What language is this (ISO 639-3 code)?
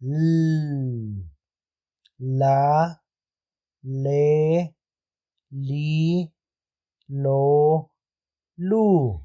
ttc